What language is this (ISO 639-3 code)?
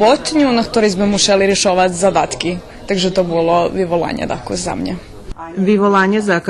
rue